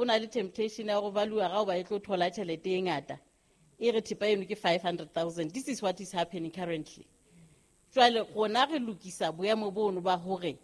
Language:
Southern Sotho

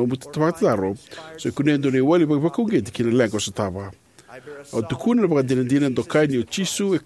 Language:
Fijian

